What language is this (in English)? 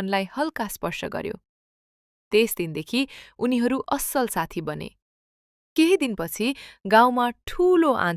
Nepali